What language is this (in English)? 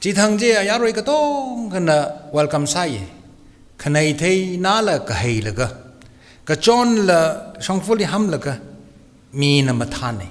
Tangkhul Naga (India)